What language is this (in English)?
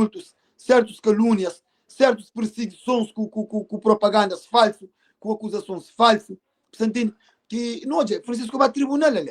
Kabuverdianu